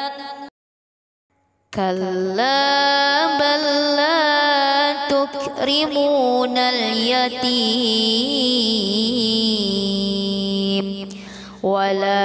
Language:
Arabic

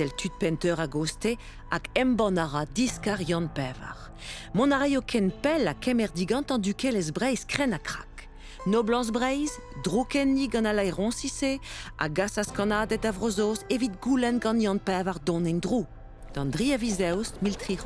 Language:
Breton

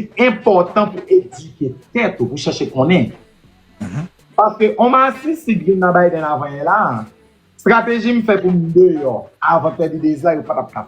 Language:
Haitian Creole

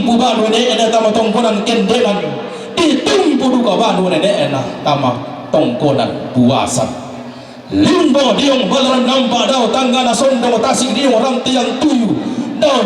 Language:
Toraja-Sa'dan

